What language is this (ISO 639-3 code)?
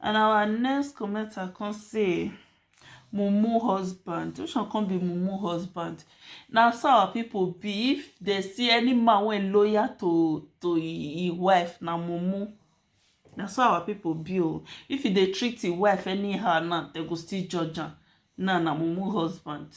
pcm